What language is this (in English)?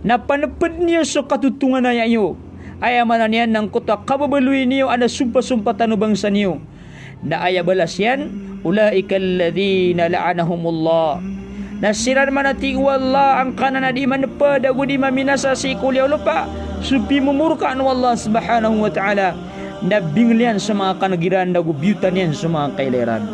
Maranao